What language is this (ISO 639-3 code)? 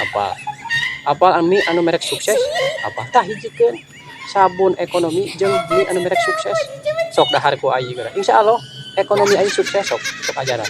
sun